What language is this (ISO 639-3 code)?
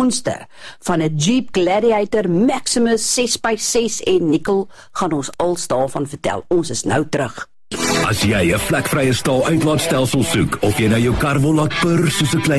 afr